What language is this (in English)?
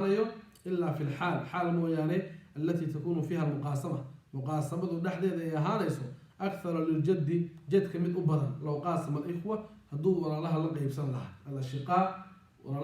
Somali